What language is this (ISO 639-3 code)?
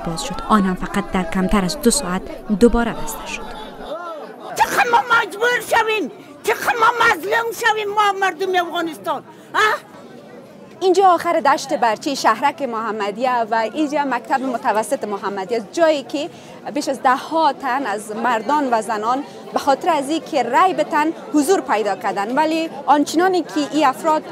fas